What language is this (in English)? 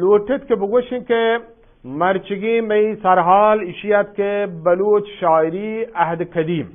Eastern Balochi